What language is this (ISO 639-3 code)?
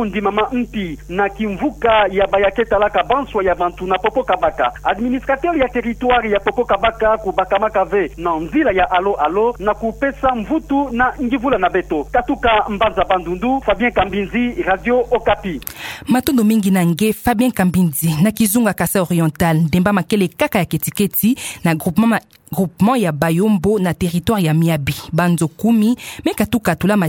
ktu